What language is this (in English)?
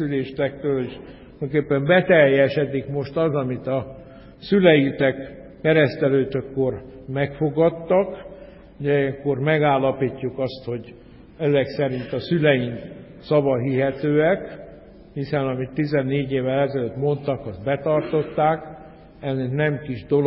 Hungarian